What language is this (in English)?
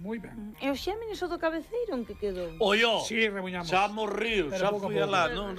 Galician